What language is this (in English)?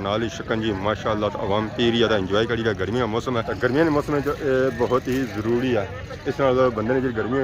Pahari-Potwari